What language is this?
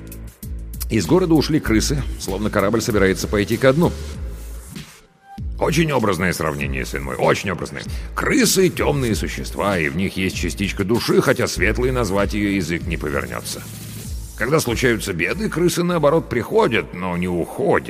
Russian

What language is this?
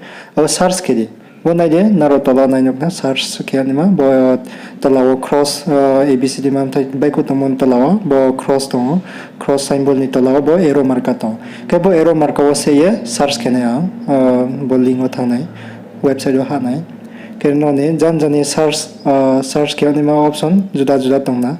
Riang (India)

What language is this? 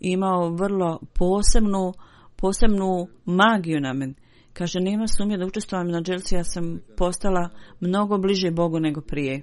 Bosnian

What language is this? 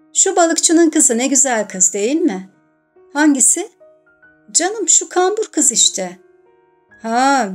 Turkish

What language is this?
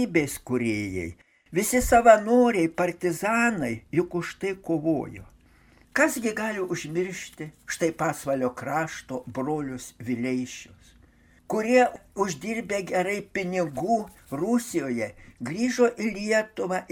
Lithuanian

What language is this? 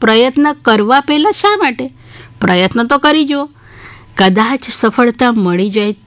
Gujarati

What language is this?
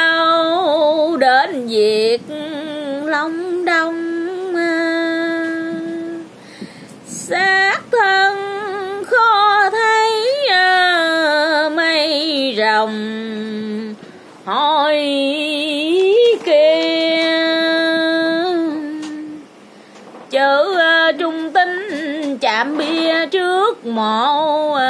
Vietnamese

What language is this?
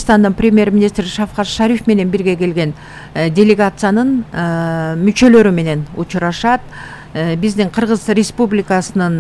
Kyrgyz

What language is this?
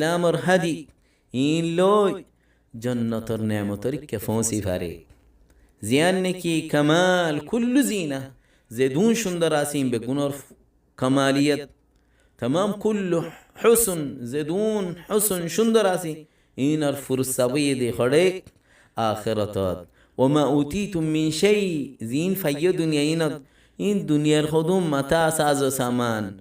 Rohingya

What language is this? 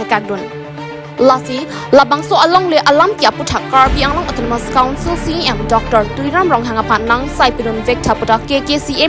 Karbi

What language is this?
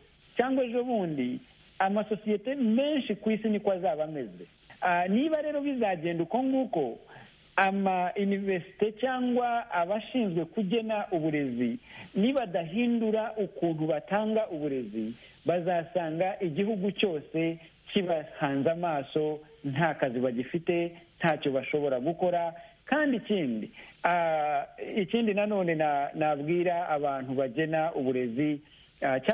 Kinyarwanda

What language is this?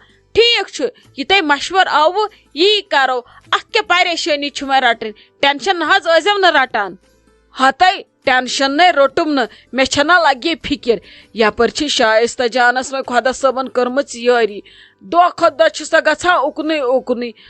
Kashmiri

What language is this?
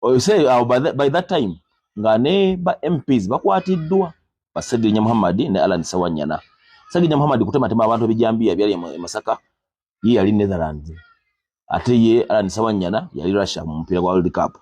Ganda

